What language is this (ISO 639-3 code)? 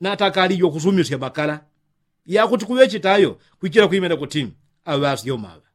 yao